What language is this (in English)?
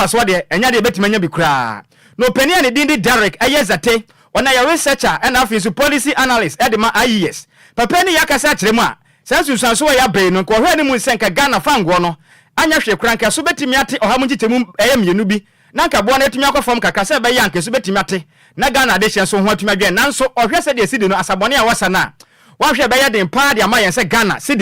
Akan